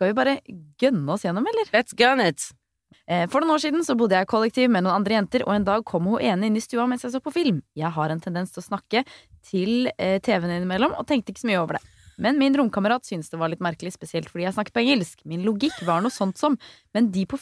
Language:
Norwegian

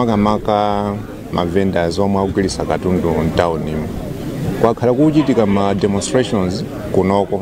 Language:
Nyanja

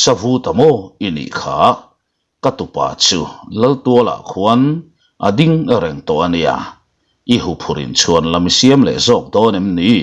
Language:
Mizo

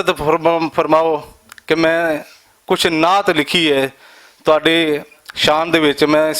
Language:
Western Panjabi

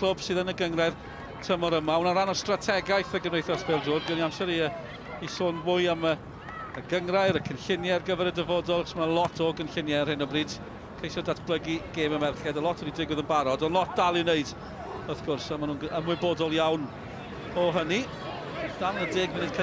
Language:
Welsh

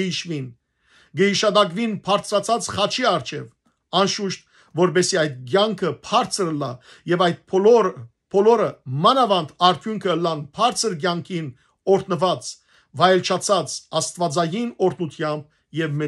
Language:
Western Armenian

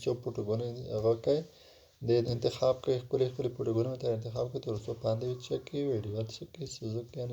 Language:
Pashto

